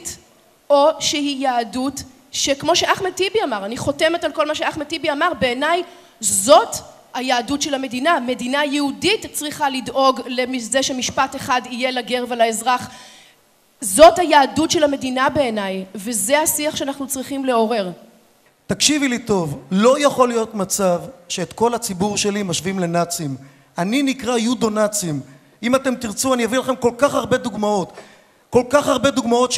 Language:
Hebrew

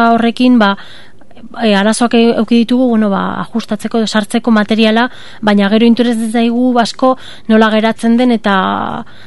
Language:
Basque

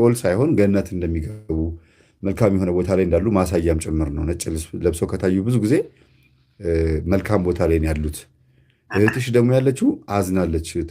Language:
Amharic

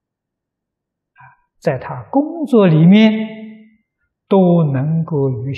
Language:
Chinese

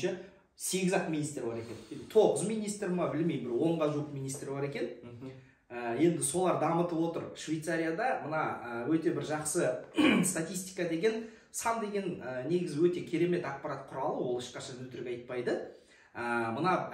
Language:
Kazakh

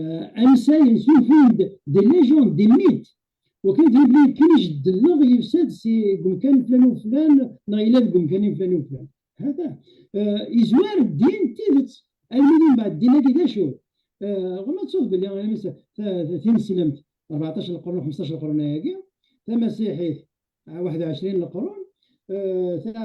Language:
Kabyle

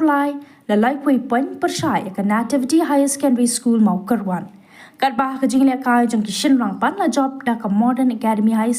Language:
Khasi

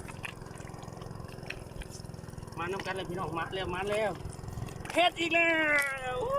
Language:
Lao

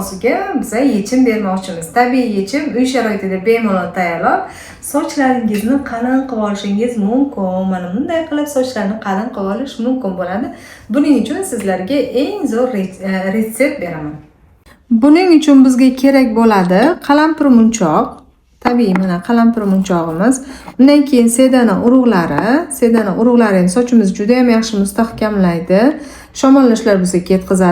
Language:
Uzbek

